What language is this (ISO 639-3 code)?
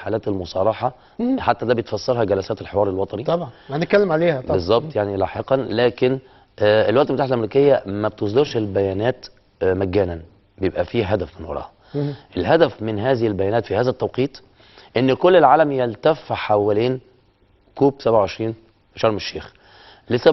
arz